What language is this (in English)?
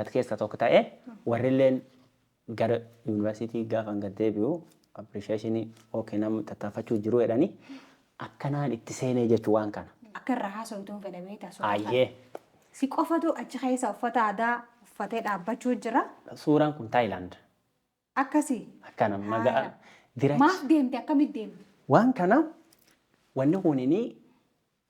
Oromo